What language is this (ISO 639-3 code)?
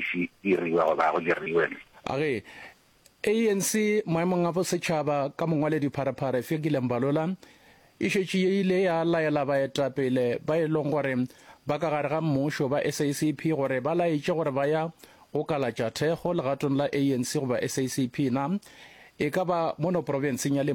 nso